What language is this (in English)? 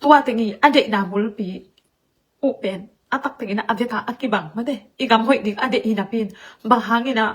Tedim Chin